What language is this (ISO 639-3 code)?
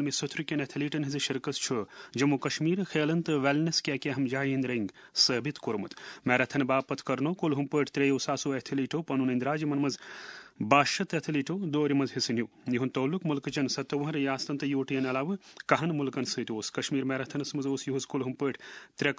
kas